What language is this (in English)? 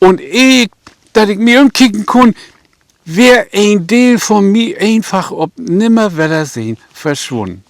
Low German